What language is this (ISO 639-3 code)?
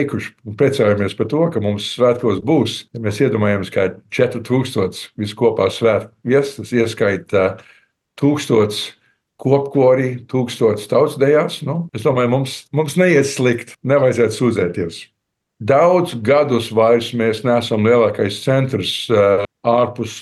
lav